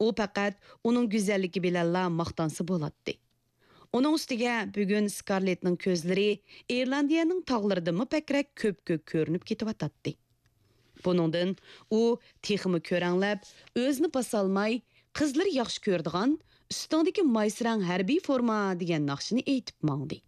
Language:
Uyghur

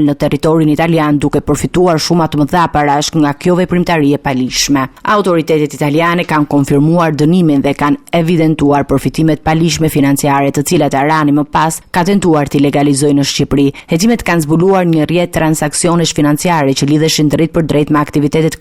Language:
Albanian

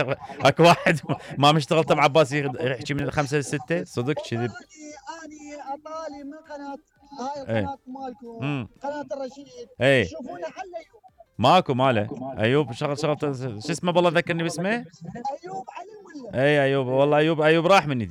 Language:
Mesopotamian Arabic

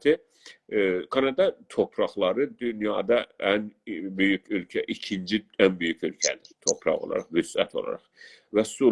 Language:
South Azerbaijani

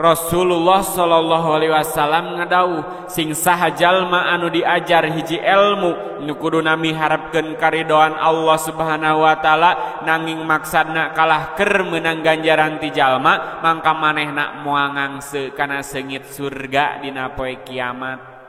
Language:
Sundanese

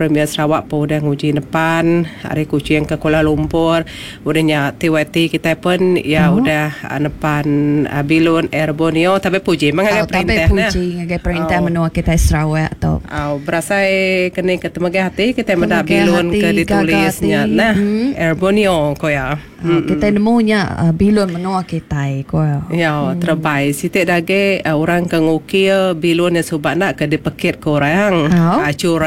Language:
Iban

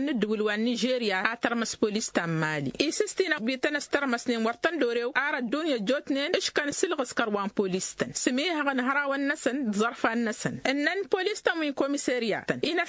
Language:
Tamasheq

